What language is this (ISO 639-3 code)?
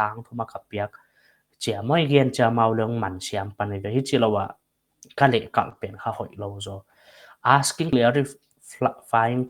pck